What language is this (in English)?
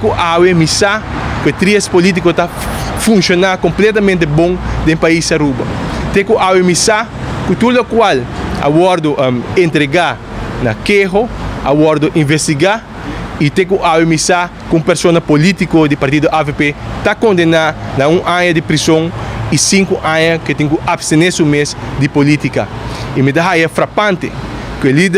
Papiamento